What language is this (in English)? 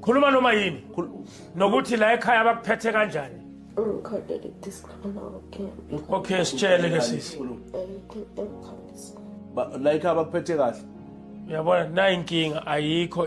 Zulu